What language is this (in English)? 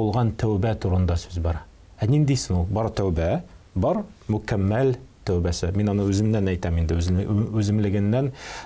Tatar